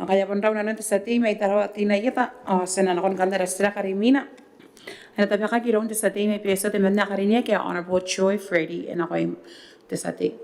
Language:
Gilbertese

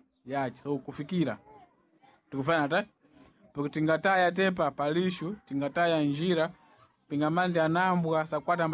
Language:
Sena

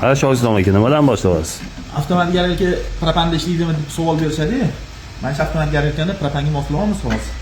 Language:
Uzbek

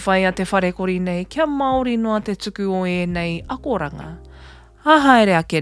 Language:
Māori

